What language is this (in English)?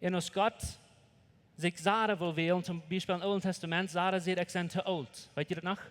Plautdietsch